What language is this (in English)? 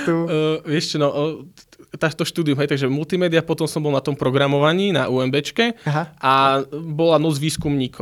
Slovak